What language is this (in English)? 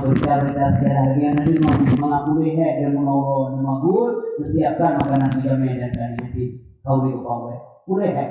Achinese